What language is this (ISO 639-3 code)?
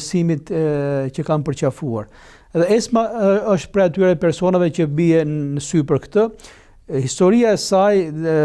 sqi